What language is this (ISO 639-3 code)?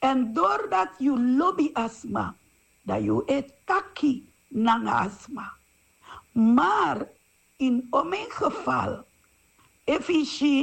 srn